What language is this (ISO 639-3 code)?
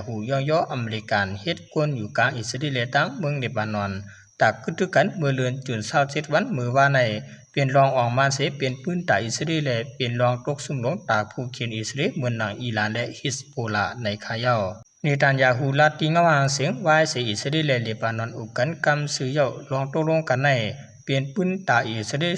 shn